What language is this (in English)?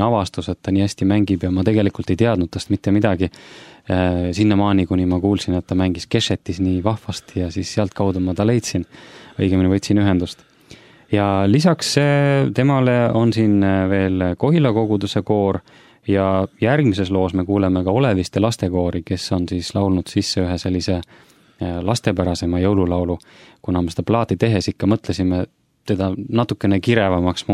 Estonian